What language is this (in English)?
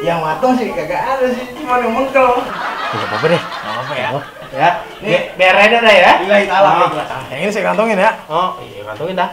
Betawi